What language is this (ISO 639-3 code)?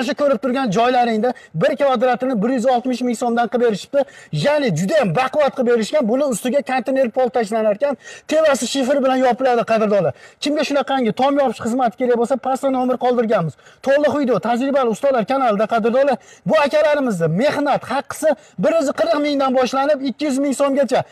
uzb